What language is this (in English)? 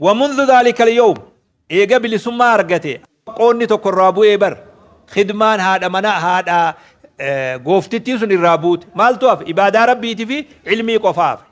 Oromo